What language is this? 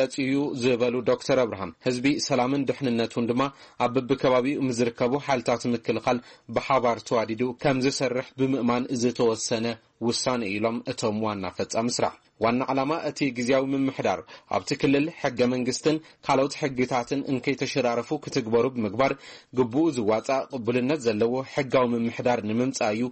Tigrinya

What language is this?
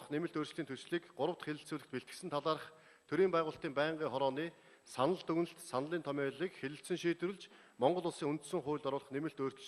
Mongolian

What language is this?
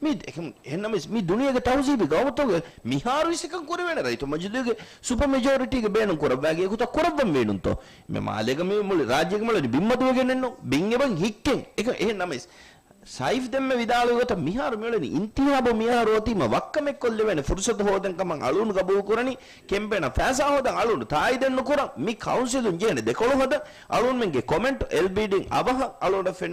Divehi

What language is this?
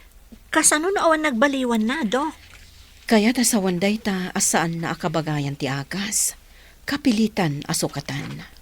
Iloko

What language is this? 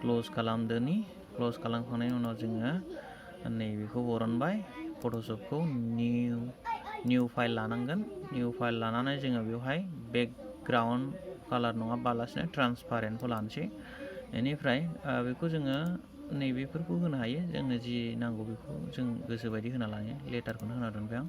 Bodo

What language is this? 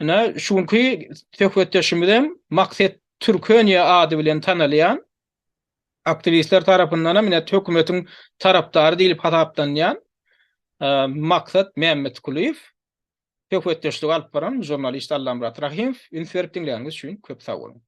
Turkmen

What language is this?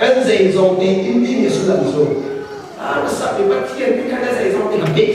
Hakha Chin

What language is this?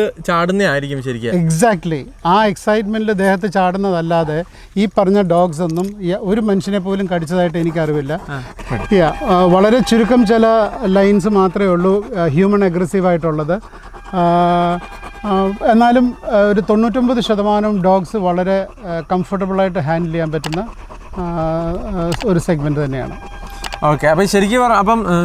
Malayalam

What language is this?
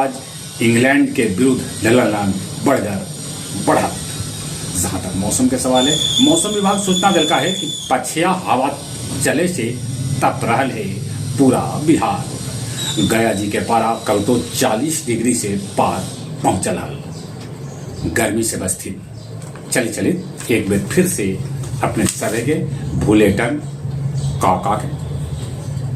Magahi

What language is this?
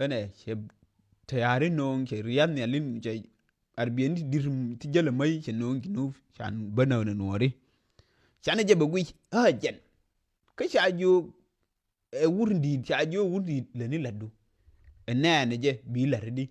Nuer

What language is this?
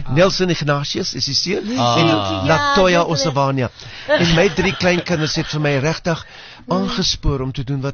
Afrikaans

